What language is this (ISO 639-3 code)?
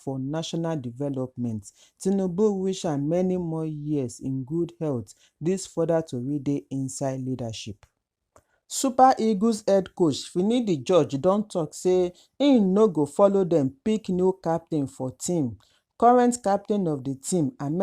pcm